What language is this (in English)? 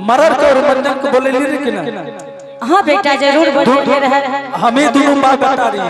Angika